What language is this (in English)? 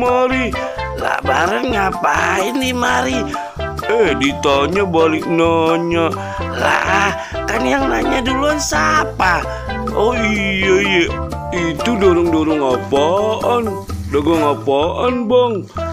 Betawi